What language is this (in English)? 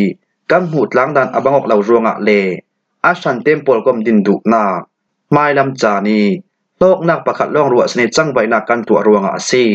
Falam Chin